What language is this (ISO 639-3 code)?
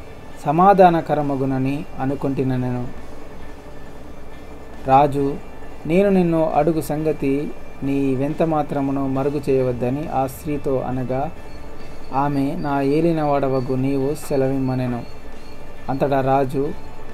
tel